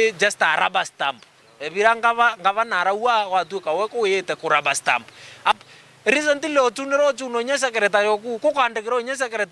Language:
Meru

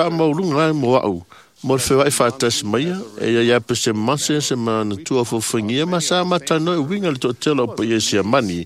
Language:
Samoan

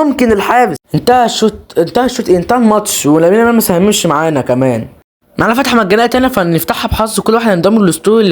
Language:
Egyptian Arabic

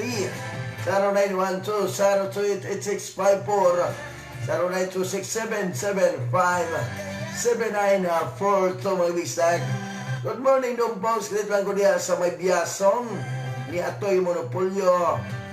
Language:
Cebuano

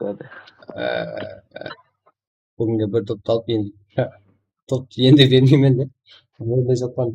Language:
Kara-Kalpak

